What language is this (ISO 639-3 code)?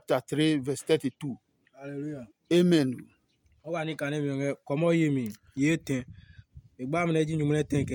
ada